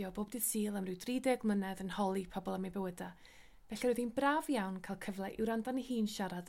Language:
Welsh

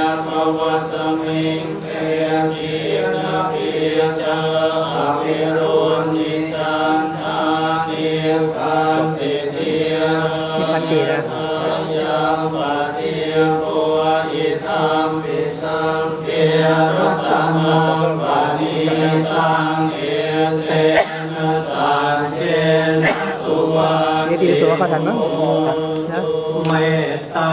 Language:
Pali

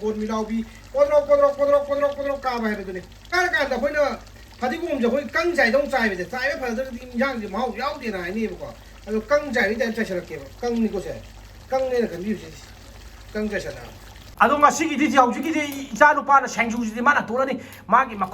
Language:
Manipuri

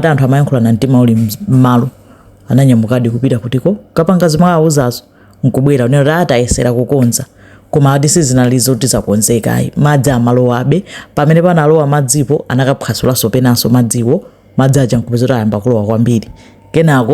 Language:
Nyanja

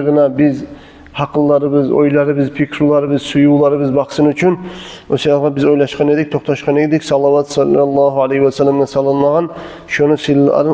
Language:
Kumyk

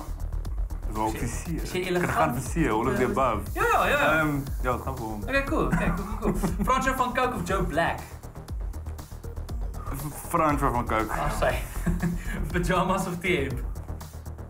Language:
Afrikaans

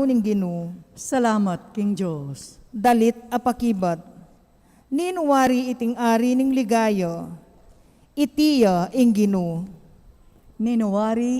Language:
Pampanga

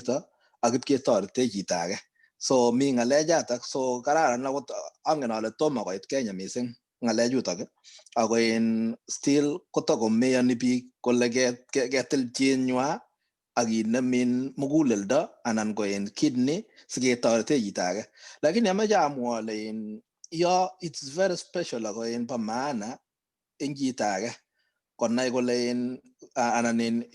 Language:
Kalenjin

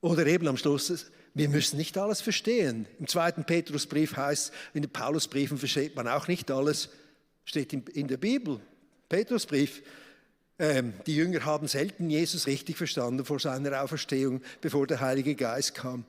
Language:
Swiss German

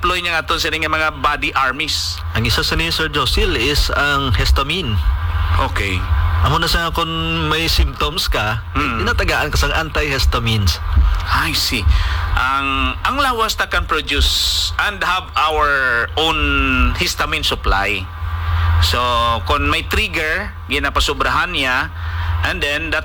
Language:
Hiligaynon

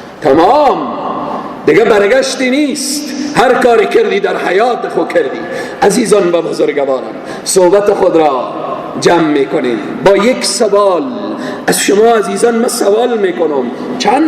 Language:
Persian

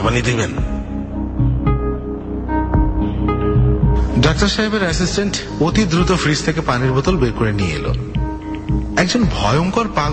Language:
Bangla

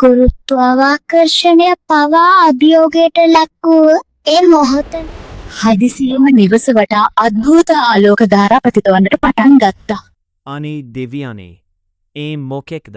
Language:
Sinhala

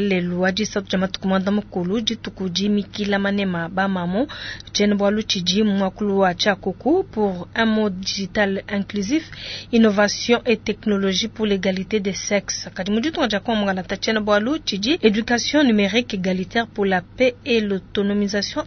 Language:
Luba-Lulua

